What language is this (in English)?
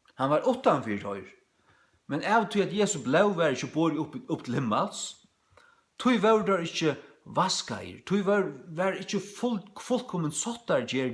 Faroese